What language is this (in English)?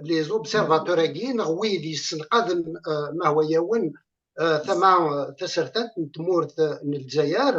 Kabyle